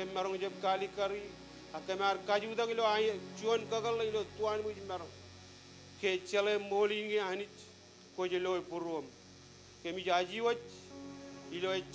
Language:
Marshallese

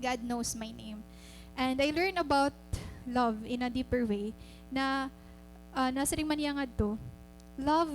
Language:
Waray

